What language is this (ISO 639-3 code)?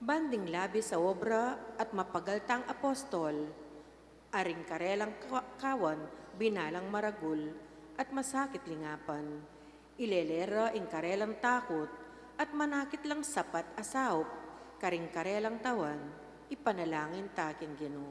pam